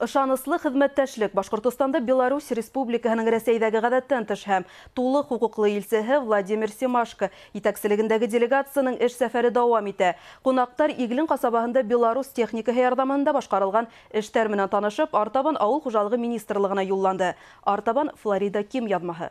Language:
Bashkir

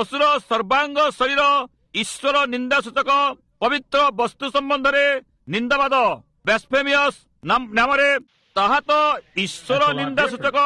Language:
Odia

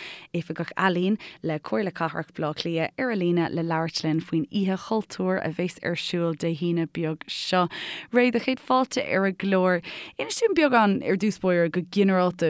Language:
Irish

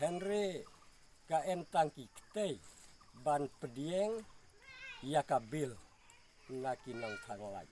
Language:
Khasi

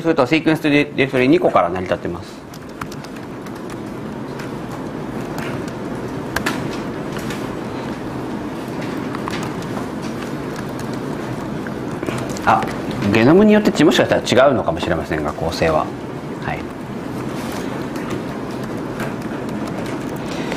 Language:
Japanese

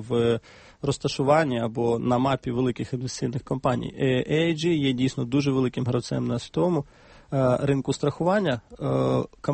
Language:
Ukrainian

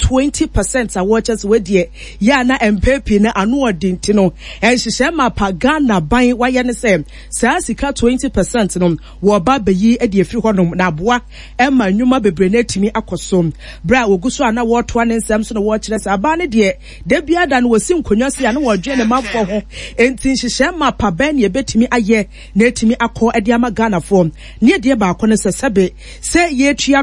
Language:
Akan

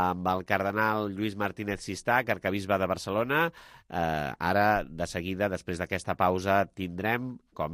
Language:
Catalan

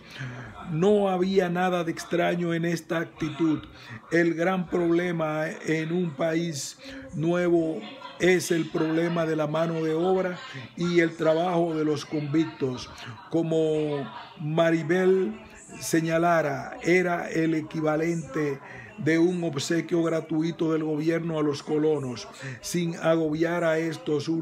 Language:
Spanish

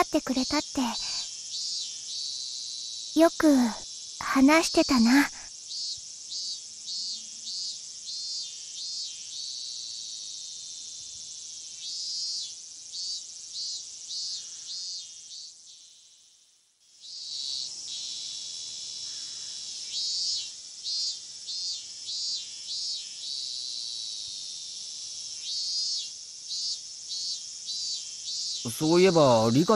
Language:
Japanese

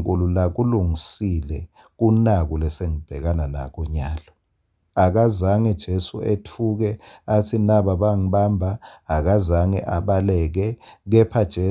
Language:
Swati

